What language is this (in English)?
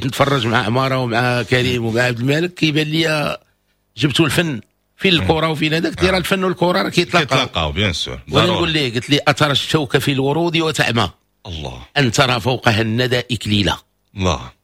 Moroccan Arabic